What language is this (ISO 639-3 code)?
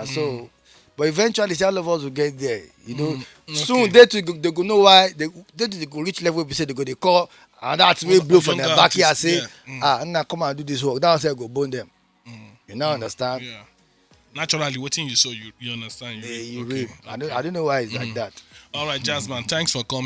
pcm